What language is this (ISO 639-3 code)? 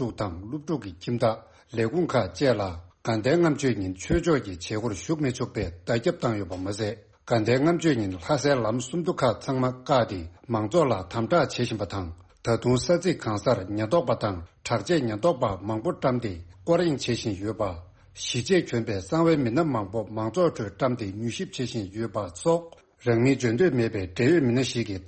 bod